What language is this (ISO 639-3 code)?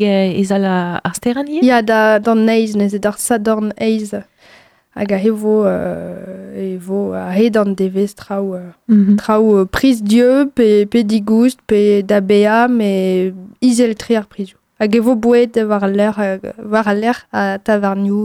bre